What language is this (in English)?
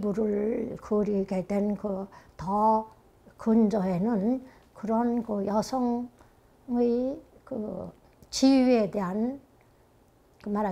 Korean